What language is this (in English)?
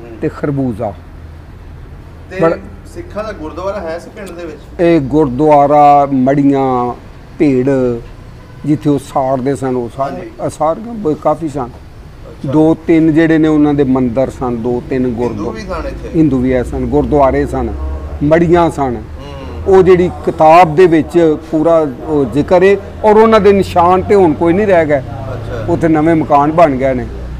Punjabi